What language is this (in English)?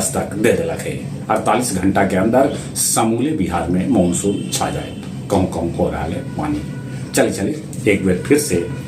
Magahi